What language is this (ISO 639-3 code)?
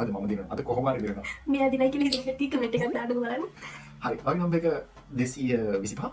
sin